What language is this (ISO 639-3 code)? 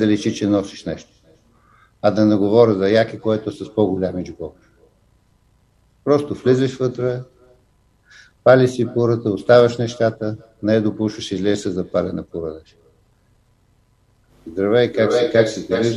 bul